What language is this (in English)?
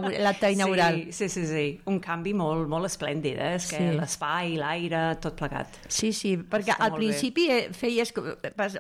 Catalan